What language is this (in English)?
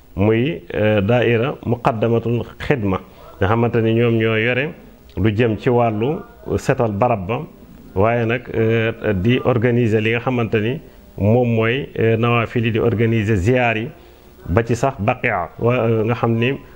Wolof